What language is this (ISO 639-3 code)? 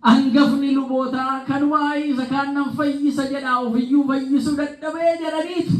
orm